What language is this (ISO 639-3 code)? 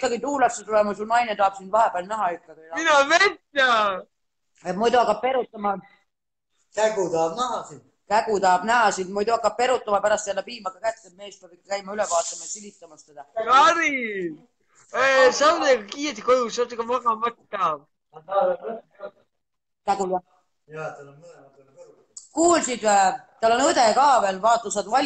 est